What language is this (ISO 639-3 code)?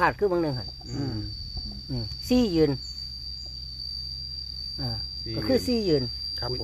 tha